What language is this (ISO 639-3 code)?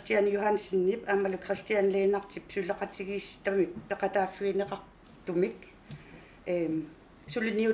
kal